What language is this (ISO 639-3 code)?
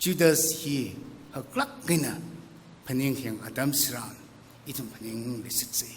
nmf